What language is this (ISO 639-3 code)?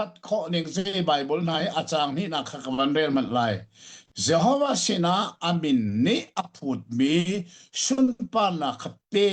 cnh